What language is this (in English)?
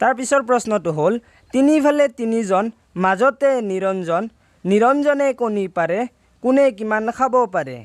Assamese